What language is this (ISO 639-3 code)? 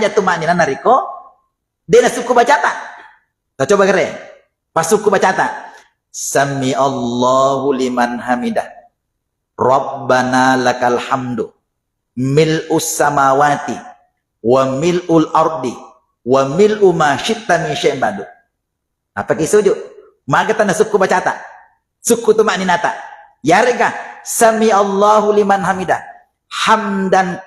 bug